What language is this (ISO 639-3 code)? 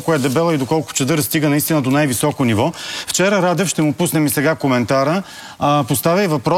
bul